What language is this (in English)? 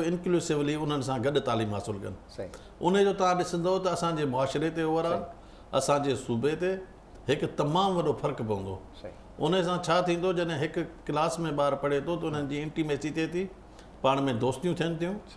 Sindhi